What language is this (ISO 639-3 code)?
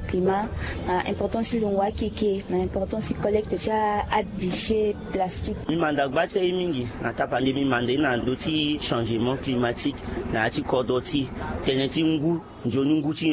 sag